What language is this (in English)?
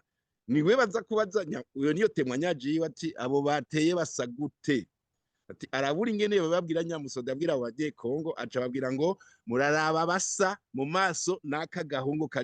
Rundi